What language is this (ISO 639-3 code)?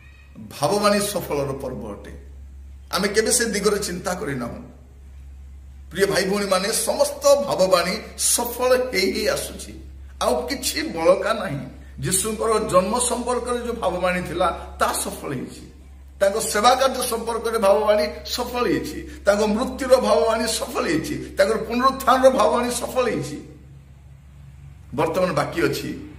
ori